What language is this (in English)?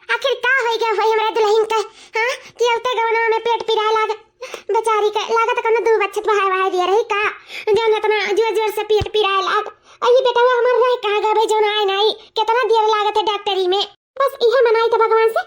Awadhi